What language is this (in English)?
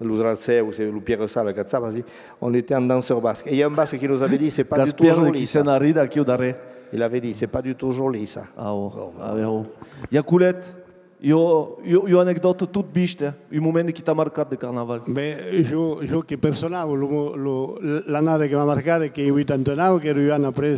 Occitan